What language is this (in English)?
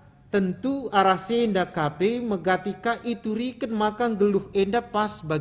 Batak Karo